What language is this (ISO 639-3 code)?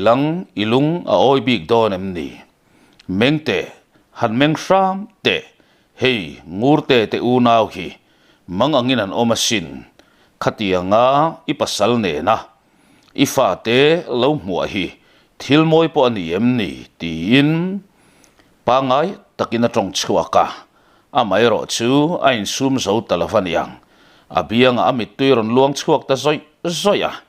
lus